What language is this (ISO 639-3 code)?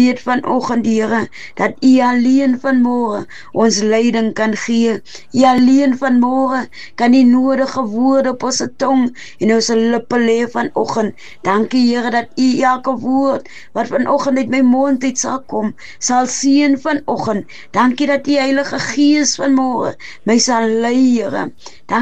afr